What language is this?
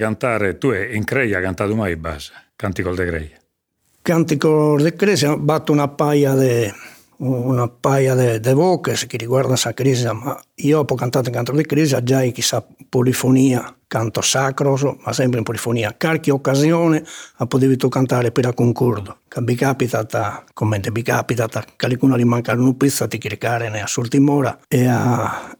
Sardinian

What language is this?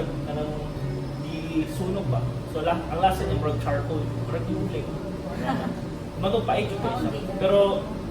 Cebuano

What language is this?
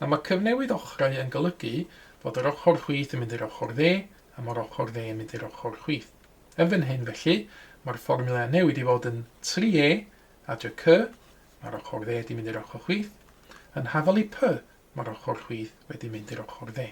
Welsh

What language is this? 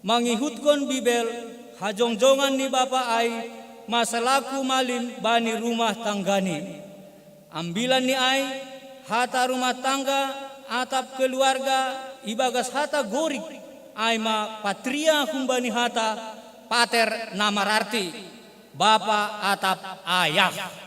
Batak Simalungun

